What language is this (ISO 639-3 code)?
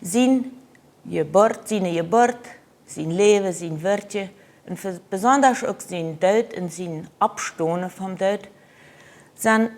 pdt